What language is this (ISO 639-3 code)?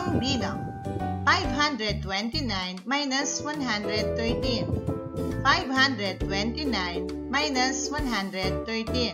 pam